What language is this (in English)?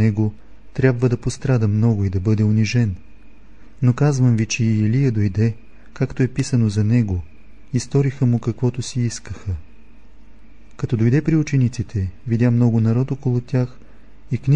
Bulgarian